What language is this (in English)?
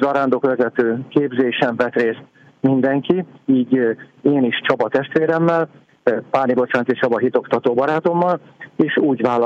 Hungarian